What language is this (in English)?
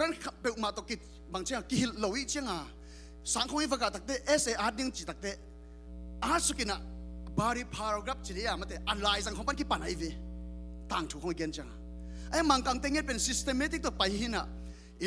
Tedim Chin